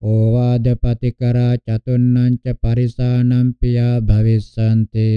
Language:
Pali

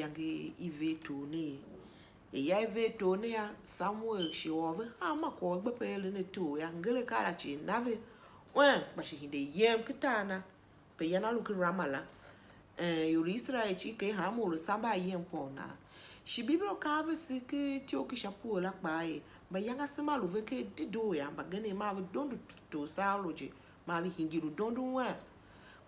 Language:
Tiv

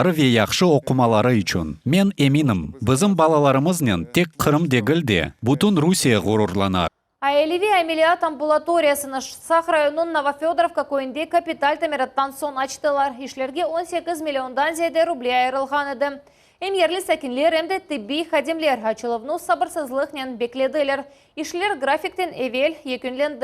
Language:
Crimean Tatar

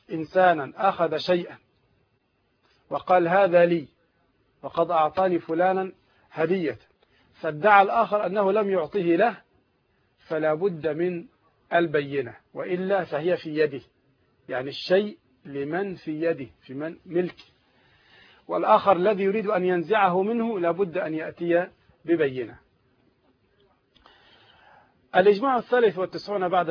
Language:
Arabic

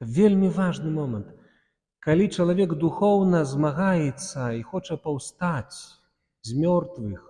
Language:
Belarusian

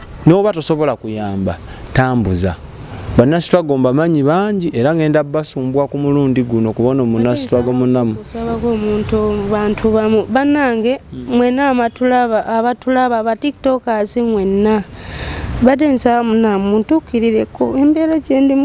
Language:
Ganda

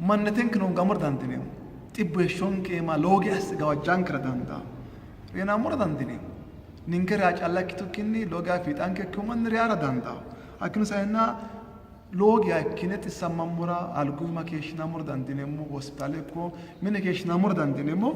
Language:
Sidamo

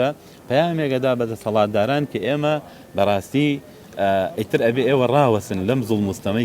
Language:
Central Kurdish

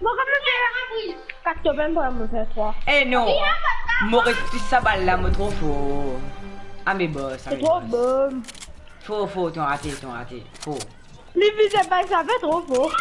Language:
Morisyen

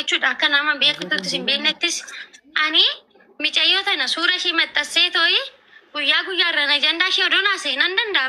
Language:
Oromo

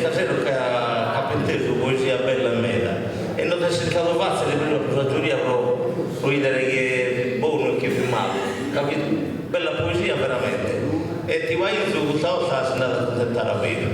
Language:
Sardinian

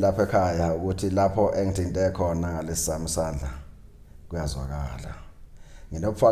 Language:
Zulu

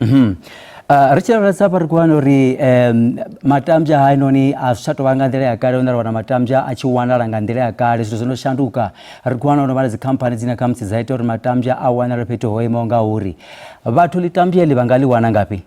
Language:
Venda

